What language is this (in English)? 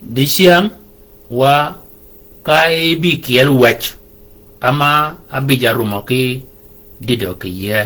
Shilluk